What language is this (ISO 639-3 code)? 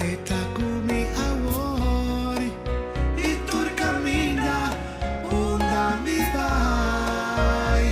pap